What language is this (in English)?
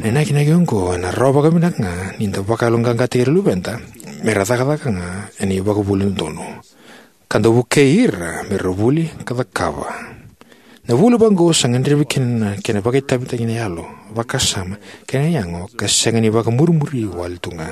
Fijian